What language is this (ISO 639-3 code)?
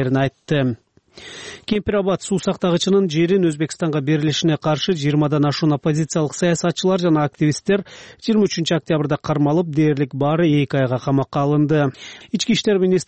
kir